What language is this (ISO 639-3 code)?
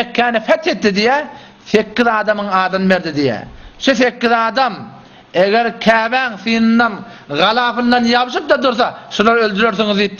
tuk